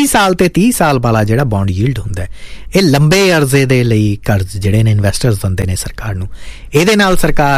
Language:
Punjabi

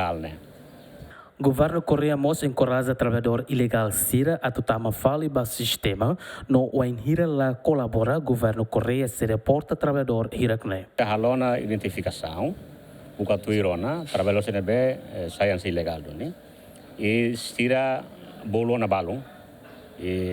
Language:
Tetum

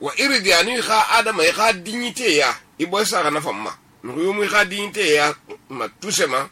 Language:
Susu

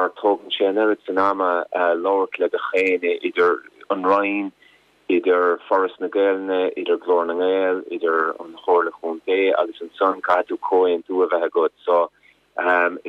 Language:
Irish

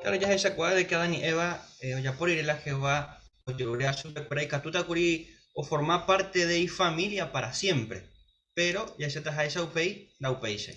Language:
Guarani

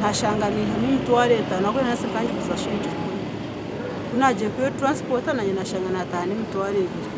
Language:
Nyankole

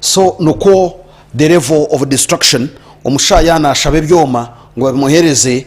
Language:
Nyankole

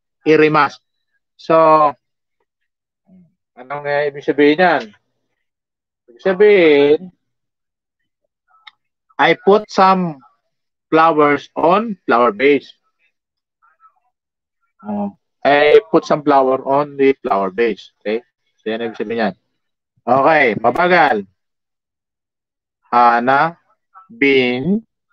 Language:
Filipino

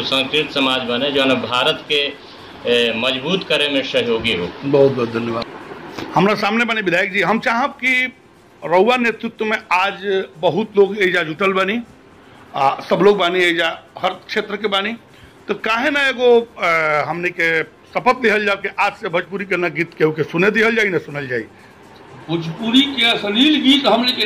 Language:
Bhojpuri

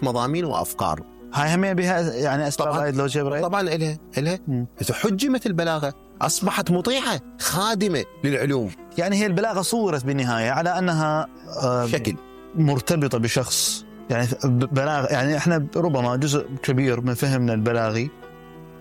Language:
Mesopotamian Arabic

